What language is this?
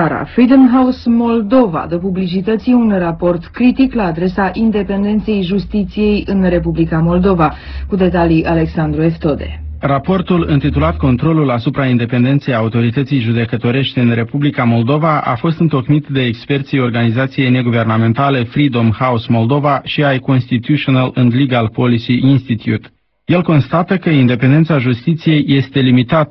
Romanian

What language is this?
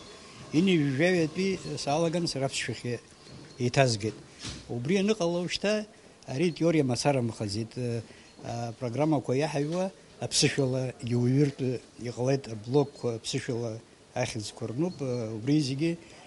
Abkhazian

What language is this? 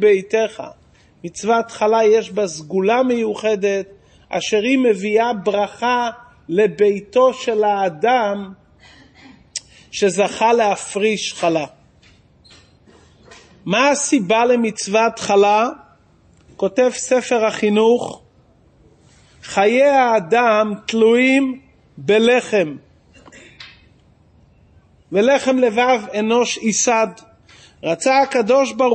Hebrew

